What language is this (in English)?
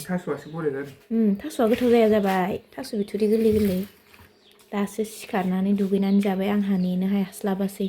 Bodo